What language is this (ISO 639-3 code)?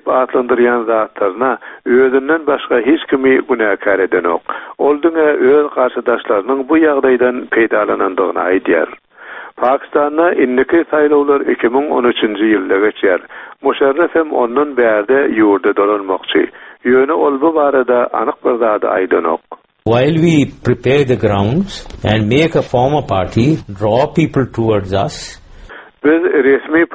tuk